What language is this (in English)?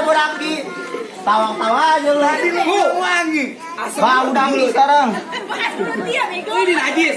Betawi